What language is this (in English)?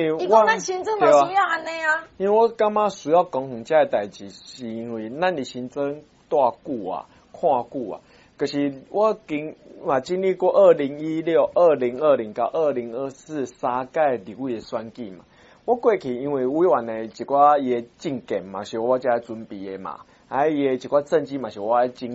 Min Nan Chinese